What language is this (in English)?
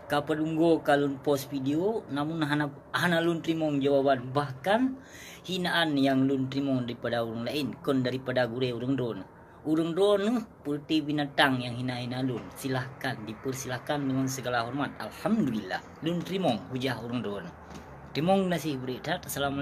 Achinese